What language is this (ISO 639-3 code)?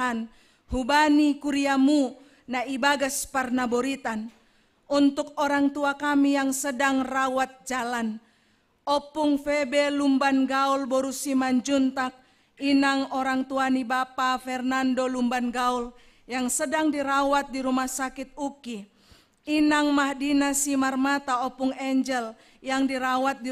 bts